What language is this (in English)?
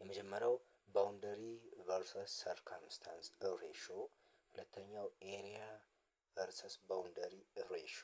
Amharic